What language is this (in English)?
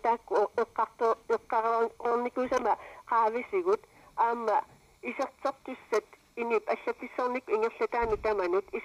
Kalaallisut